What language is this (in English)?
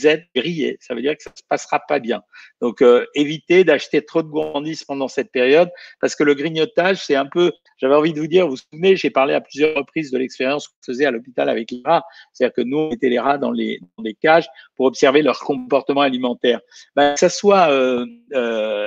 French